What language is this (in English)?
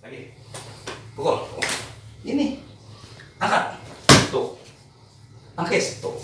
Betawi